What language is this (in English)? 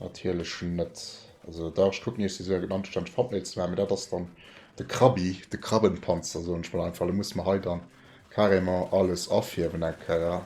Luxembourgish